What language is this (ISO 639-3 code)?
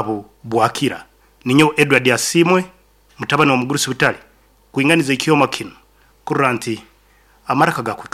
nyn